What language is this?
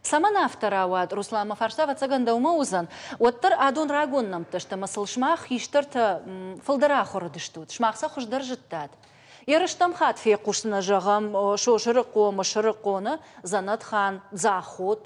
Ossetic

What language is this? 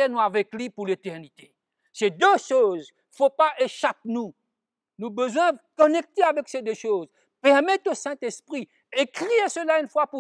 Morisyen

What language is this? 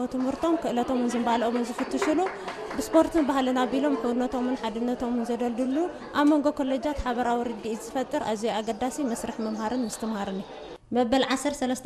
Tigrinya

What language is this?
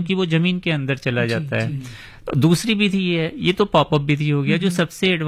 Hindi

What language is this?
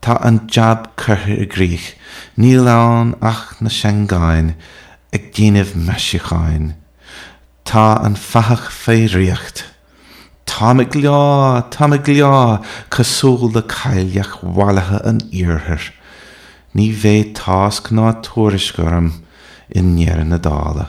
Irish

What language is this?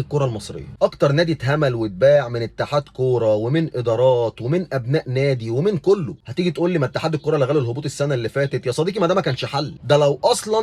Egyptian Arabic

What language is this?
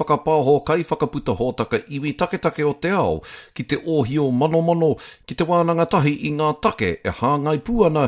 Māori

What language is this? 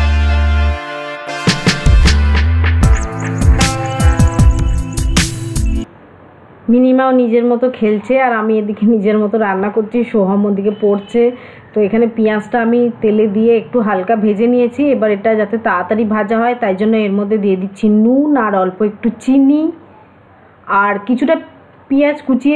Bangla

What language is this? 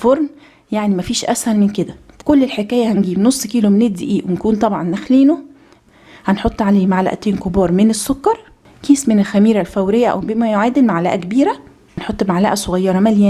Egyptian Arabic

